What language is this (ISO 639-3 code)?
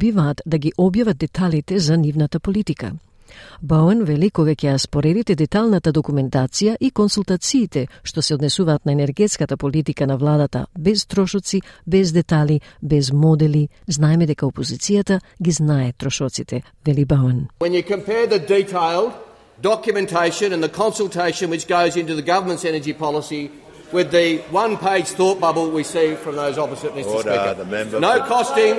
mkd